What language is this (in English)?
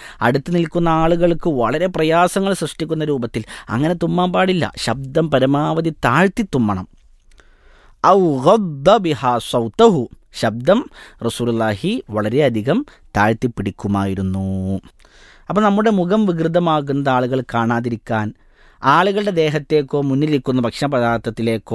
Malayalam